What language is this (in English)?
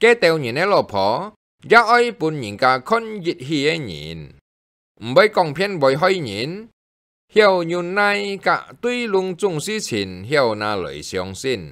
Hakka Chinese